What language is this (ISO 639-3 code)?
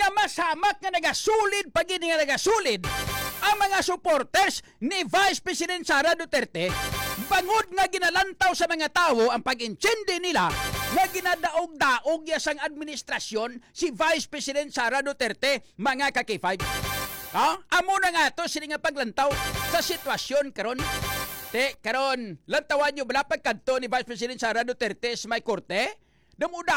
hil